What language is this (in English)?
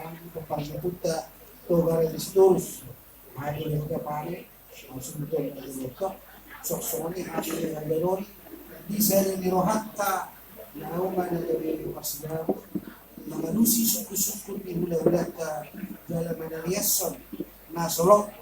Batak Toba